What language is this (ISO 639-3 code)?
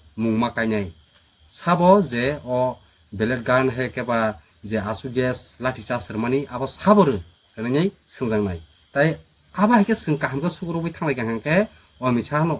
trp